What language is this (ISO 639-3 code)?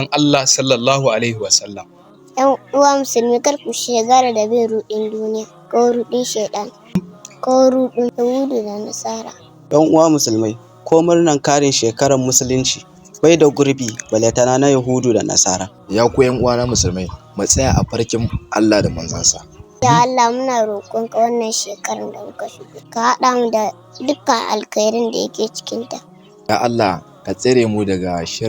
hau